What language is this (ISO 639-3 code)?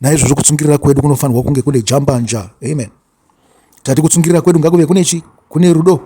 sna